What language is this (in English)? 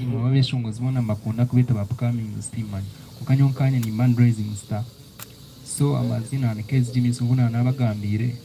Nyankole